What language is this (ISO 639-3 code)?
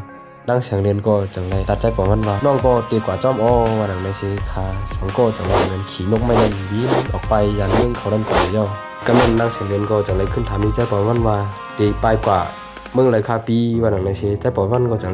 shn